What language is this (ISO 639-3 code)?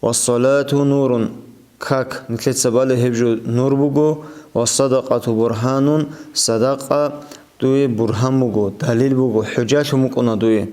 ava